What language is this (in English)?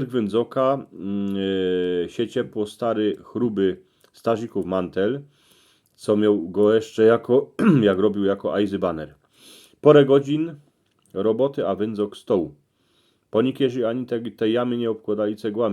Silesian